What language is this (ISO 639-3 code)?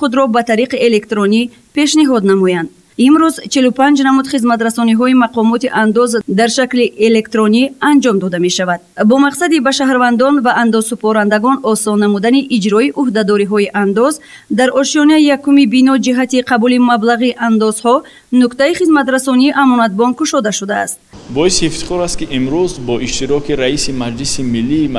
tgk